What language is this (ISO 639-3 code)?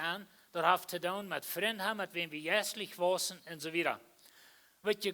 pdt